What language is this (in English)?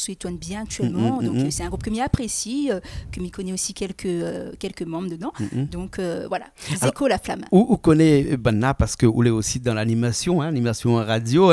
Réunion Creole French